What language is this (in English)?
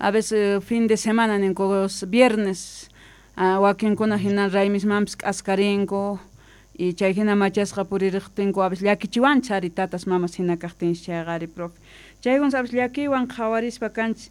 South Bolivian Quechua